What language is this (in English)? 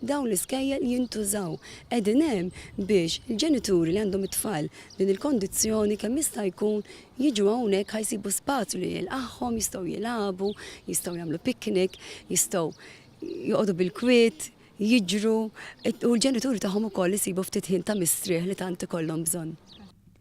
Maltese